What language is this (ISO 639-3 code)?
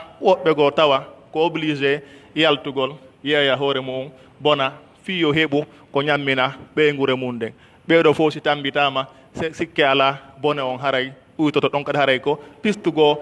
fuf